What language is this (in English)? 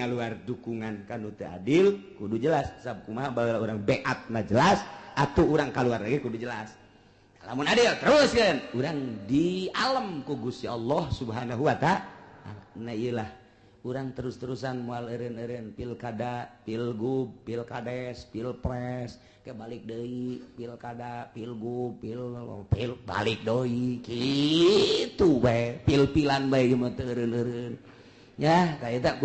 Sundanese